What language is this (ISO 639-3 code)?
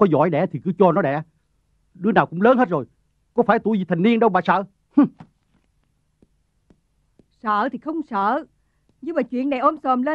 vie